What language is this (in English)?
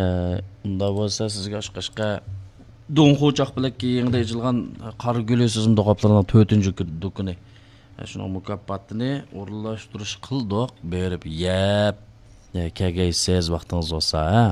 Uyghur